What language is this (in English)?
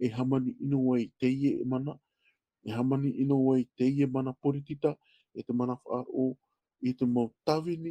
Tahitian